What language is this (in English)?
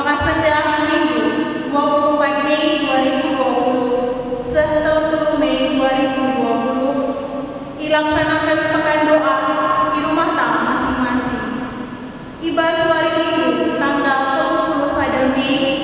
Batak Karo